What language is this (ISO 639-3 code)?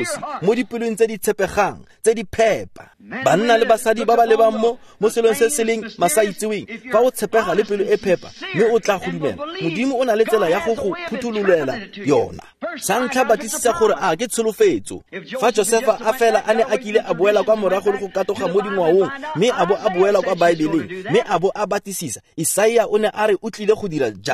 tsn